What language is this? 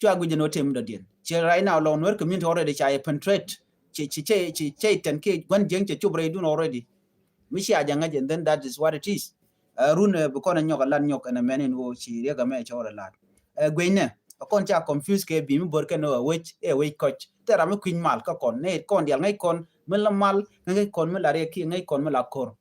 Nuer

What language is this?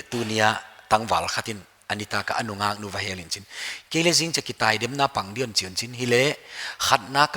Paite Chin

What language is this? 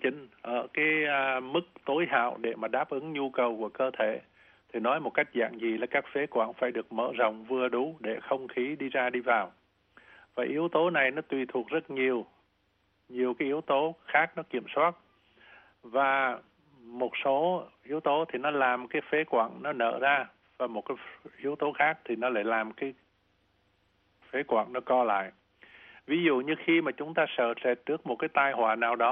Vietnamese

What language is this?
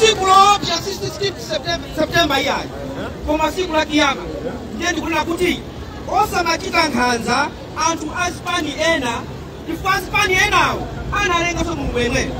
Nyanja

